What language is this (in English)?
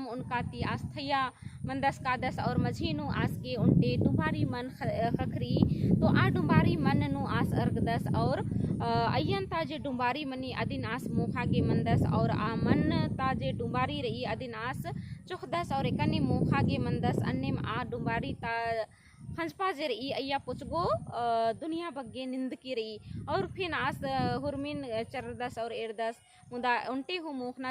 Kurukh